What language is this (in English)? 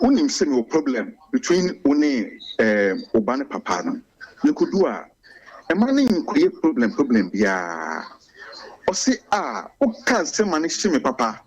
Akan